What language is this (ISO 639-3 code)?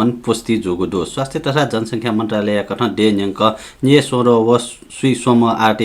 new